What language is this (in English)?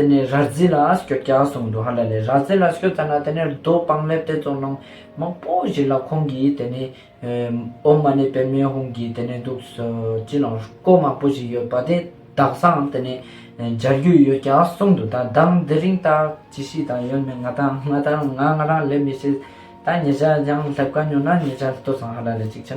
Ladakhi